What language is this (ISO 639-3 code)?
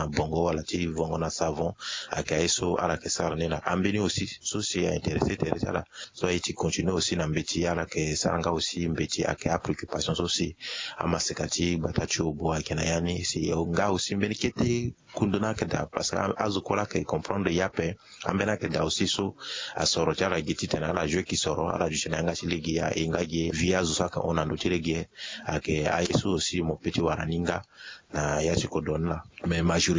sag